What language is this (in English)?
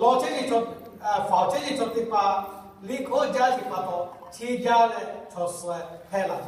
Lahu